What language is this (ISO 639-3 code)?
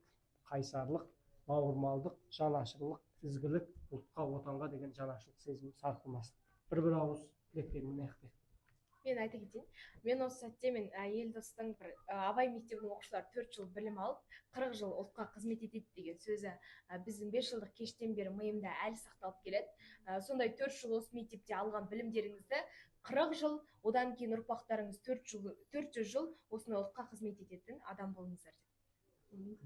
kaz